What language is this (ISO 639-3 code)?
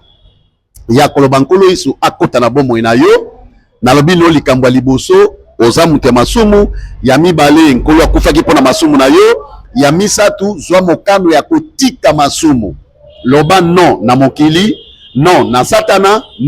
lin